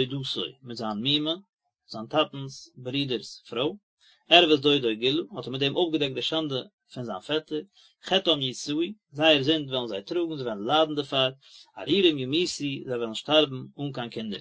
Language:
Yiddish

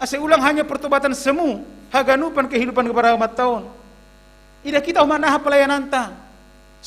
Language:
Batak Simalungun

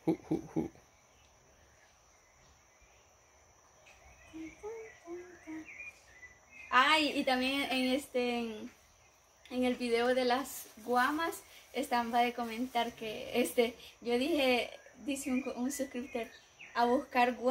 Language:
Spanish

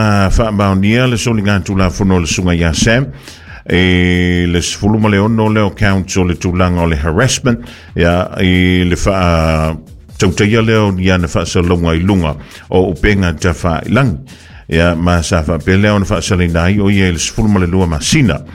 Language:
Samoan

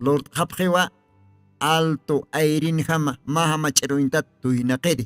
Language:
Aymara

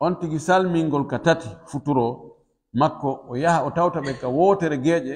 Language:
Pular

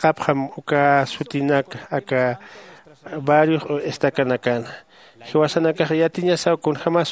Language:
Aymara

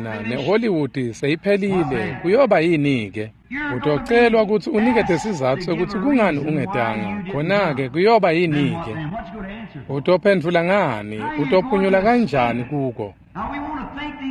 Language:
Swati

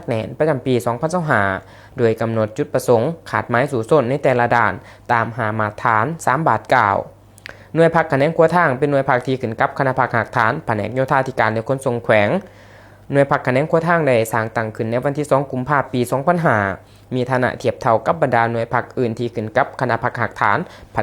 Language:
Lao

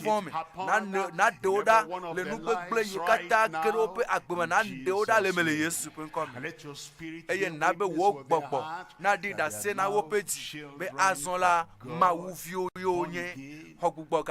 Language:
Ewe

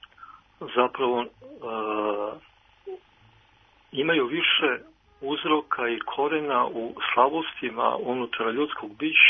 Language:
Serbian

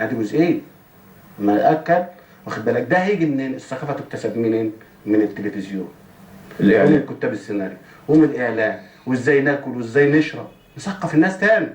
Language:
Egyptian Arabic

